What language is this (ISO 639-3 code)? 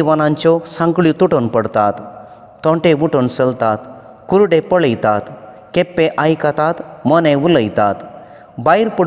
kok